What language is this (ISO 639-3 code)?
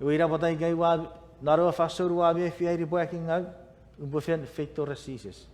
chk